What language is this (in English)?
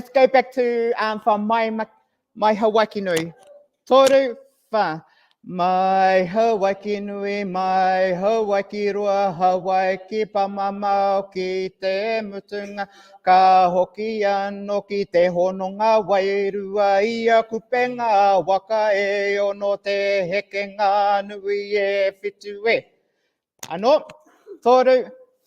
Māori